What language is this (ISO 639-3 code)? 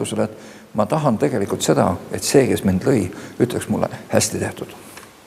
est